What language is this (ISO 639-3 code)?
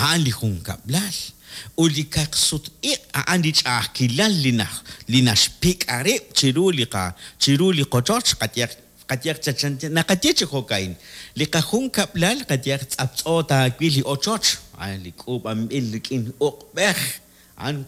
kek